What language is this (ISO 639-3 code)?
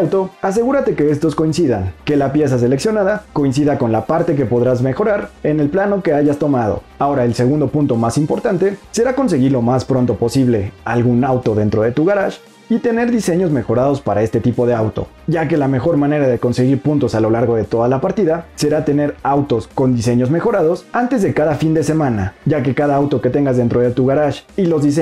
spa